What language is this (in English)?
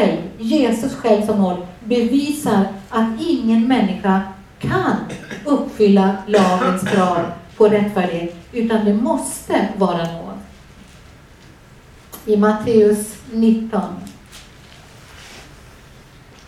Swedish